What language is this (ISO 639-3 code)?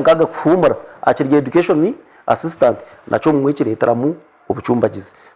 nyn